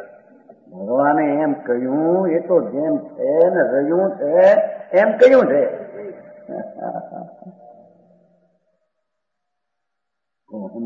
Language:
Gujarati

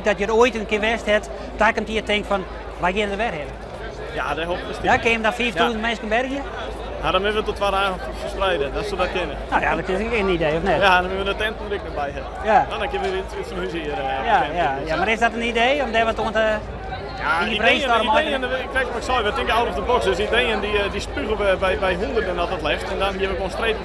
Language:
Western Frisian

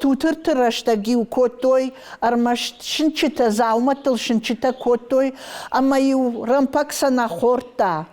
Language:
Ossetic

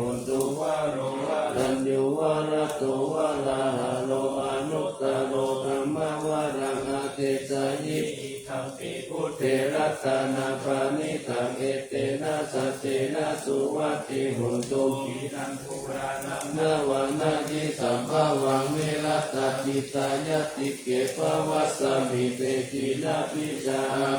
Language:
Pali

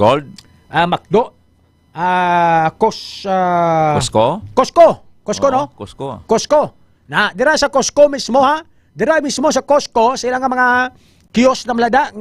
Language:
Hiligaynon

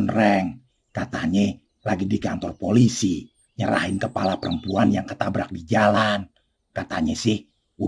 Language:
Betawi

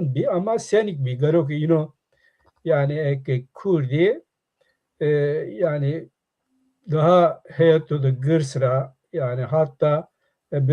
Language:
Zaza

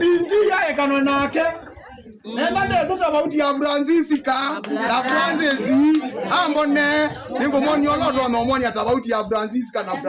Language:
Kamba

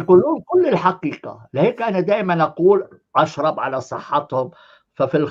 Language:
North Levantine Arabic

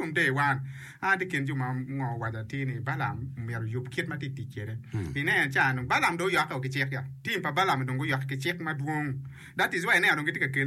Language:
Acoli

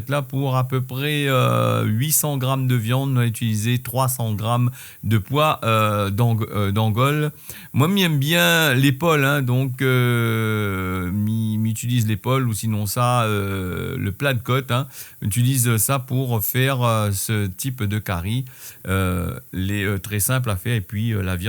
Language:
Réunion Creole French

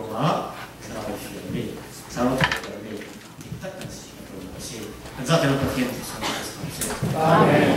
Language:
Falam Chin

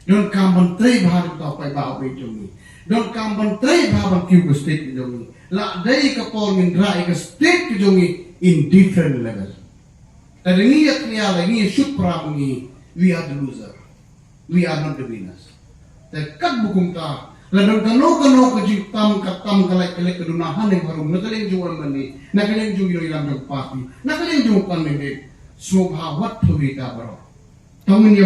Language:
Khasi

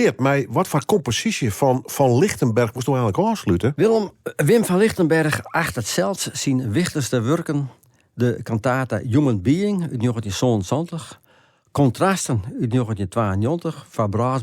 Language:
Western Frisian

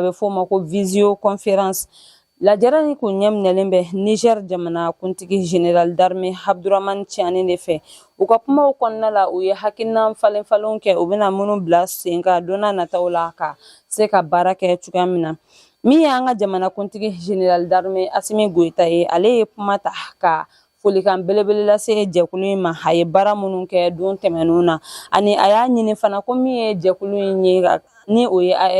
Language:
Bambara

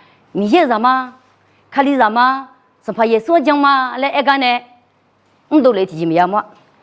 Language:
Akha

